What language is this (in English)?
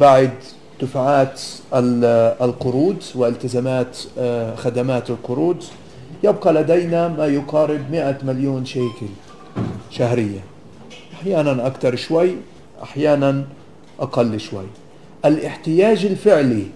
North Levantine Arabic